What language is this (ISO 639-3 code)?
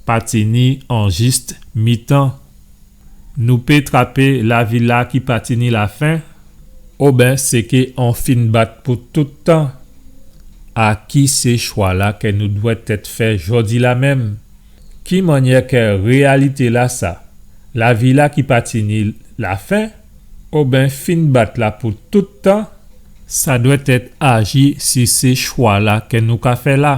gcf